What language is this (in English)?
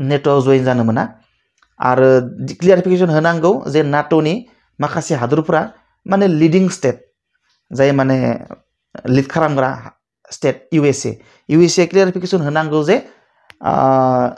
Bodo